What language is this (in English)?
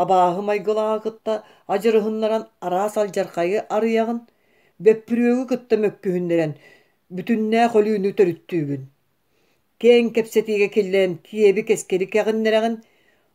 Yakut